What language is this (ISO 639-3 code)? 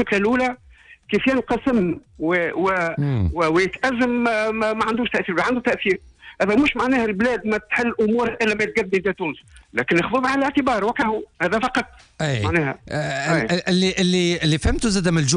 aeb